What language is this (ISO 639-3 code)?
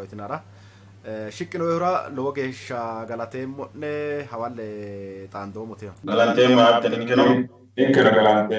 sid